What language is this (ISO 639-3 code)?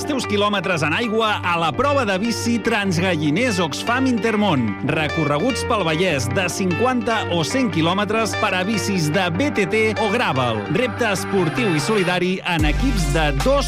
cat